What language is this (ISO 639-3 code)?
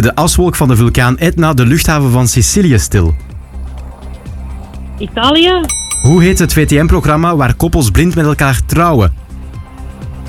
nld